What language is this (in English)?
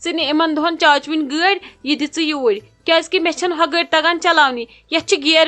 Kashmiri